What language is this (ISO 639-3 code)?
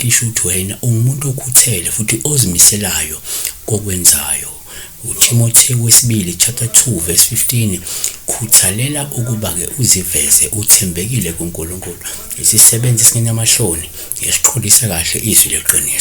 zul